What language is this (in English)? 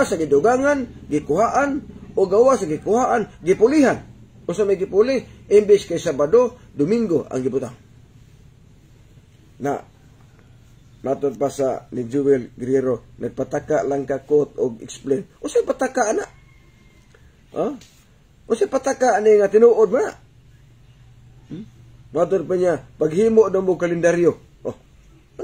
Cebuano